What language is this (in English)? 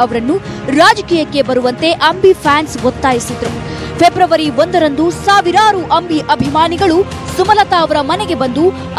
Kannada